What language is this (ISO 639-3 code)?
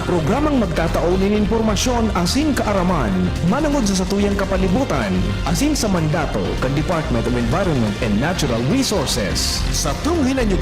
bik